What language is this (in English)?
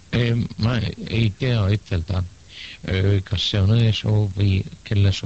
Estonian